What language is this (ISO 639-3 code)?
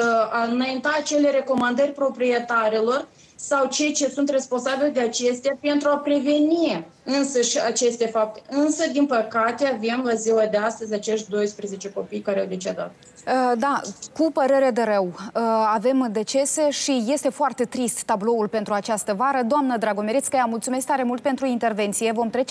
ron